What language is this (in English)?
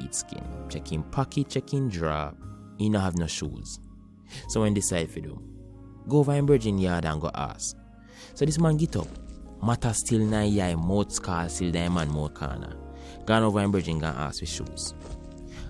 Jamaican Creole English